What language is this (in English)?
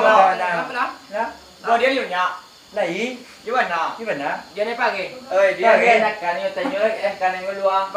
Minangkabau